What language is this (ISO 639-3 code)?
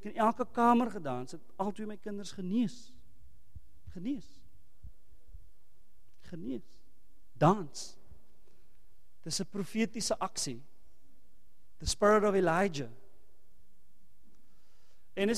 afr